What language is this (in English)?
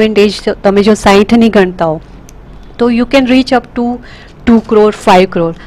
Gujarati